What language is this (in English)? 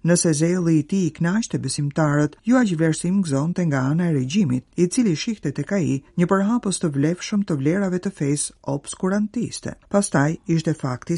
Albanian